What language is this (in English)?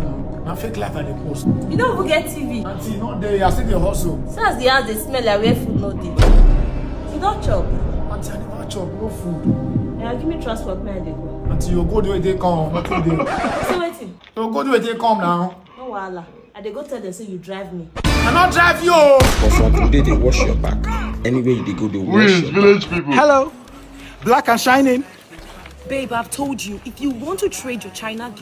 Nigerian Pidgin